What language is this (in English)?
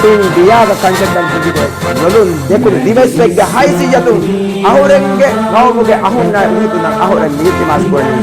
Divehi